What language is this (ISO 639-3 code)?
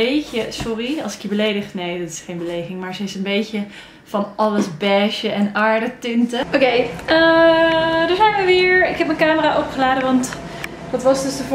nld